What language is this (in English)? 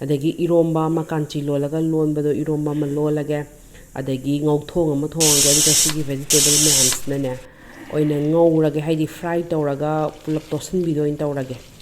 Manipuri